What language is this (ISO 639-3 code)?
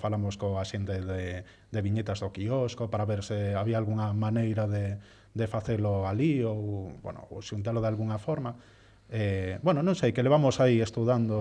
glg